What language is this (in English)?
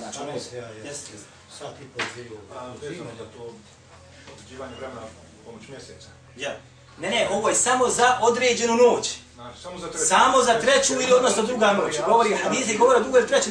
Bosnian